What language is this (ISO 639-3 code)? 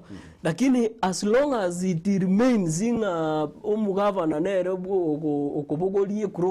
guz